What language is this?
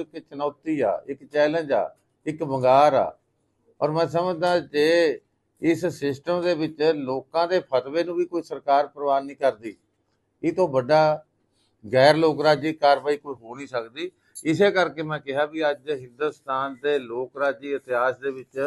Punjabi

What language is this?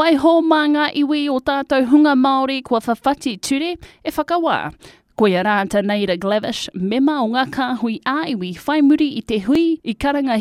Māori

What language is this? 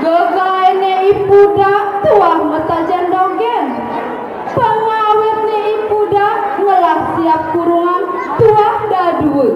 Balinese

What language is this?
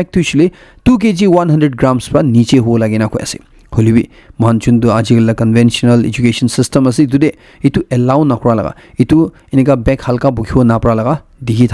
Naga Pidgin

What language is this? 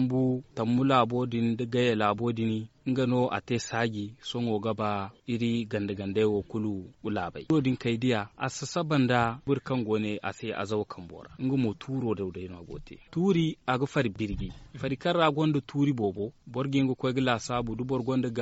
Zarma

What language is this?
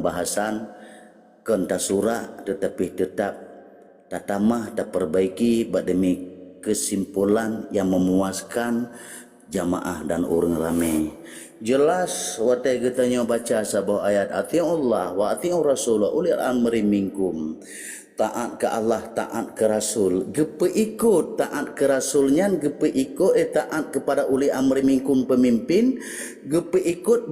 Achinese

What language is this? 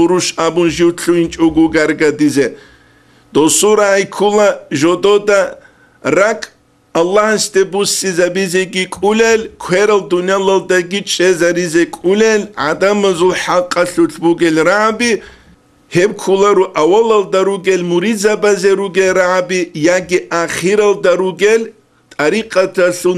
Avaric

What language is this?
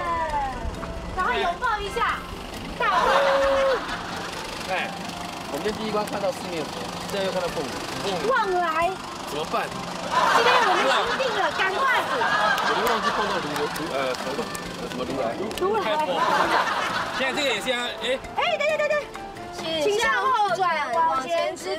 Chinese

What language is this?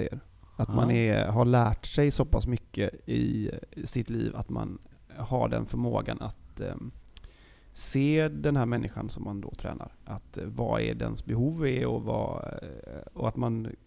Swedish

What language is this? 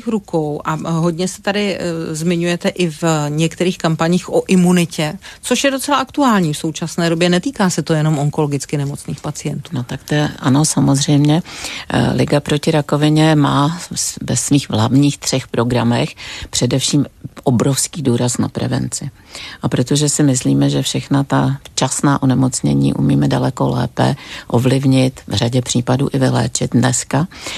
Czech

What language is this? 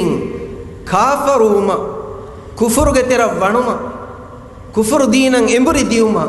Divehi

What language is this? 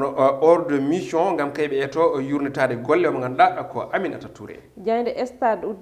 Fula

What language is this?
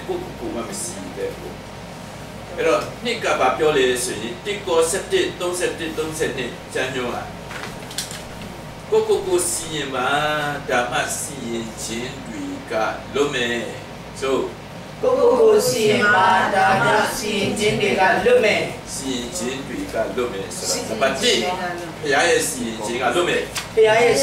Burmese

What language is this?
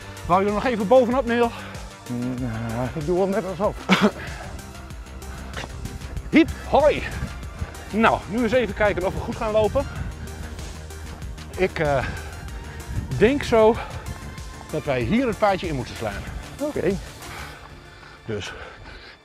Dutch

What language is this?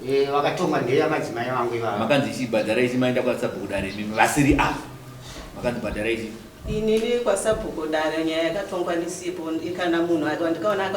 Shona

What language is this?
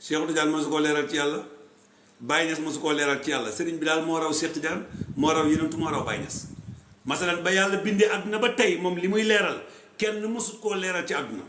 Wolof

